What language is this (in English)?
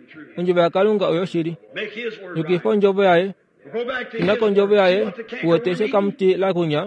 Kuanyama